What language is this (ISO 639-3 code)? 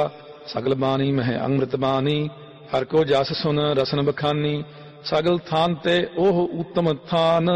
pan